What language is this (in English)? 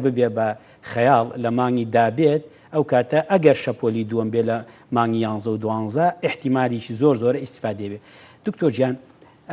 Central Kurdish